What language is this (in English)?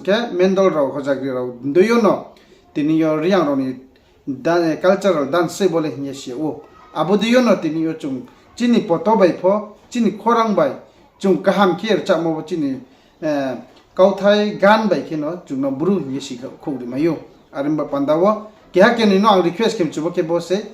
Riang (India)